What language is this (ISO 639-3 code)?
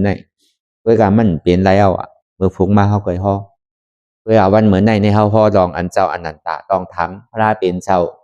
shn